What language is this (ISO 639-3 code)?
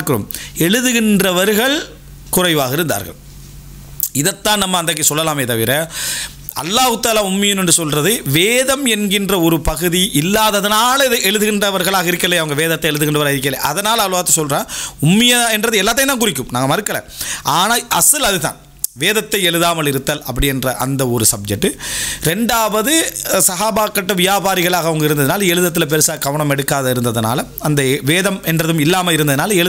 tam